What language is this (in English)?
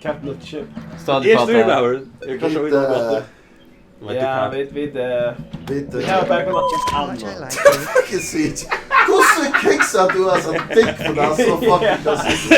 Faroese